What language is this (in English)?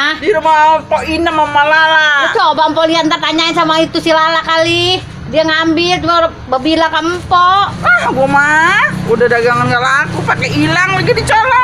Betawi